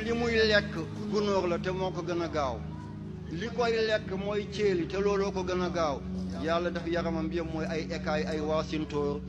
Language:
Wolof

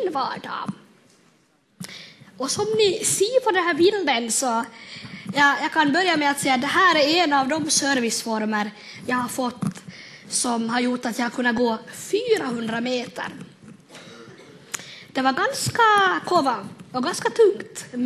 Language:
Swedish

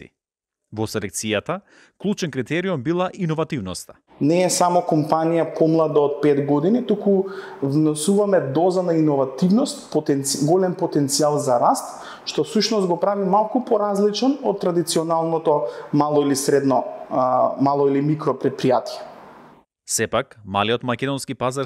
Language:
Macedonian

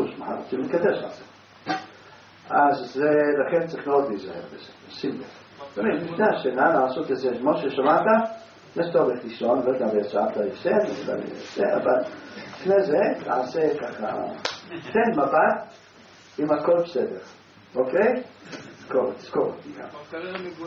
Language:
Hebrew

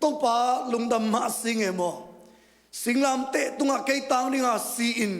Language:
Tedim Chin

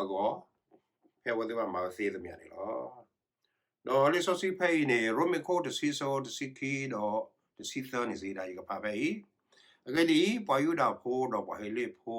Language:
S'gaw Karen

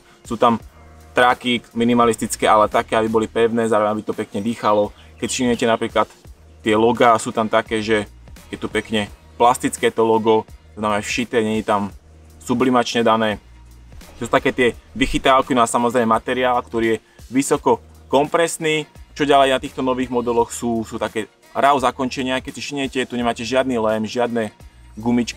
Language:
Slovak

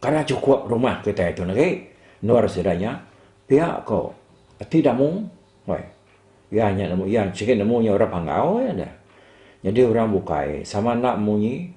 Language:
Iban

